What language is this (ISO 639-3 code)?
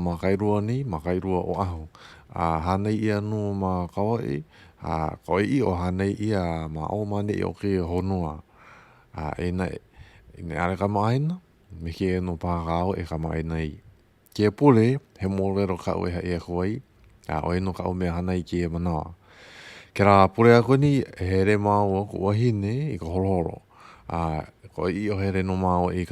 haw